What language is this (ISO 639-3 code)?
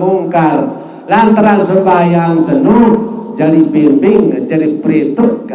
sas